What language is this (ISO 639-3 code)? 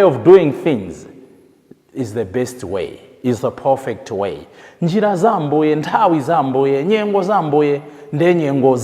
nya